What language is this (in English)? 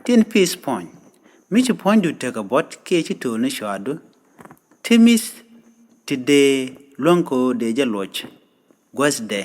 Nuer